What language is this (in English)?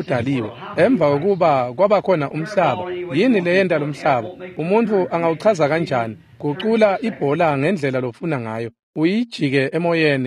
Swati